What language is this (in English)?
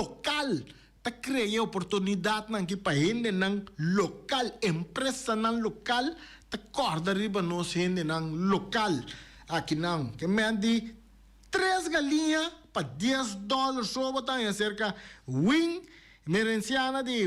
Papiamento